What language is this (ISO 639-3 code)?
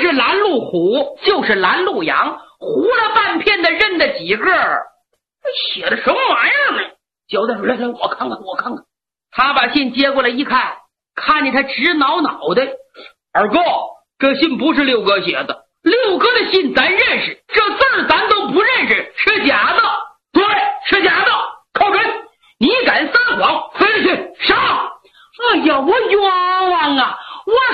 zho